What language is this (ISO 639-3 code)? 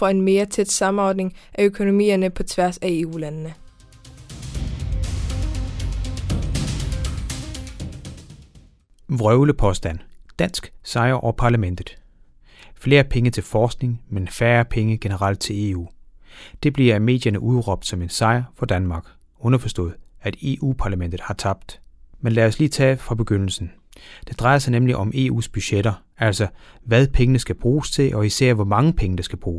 dan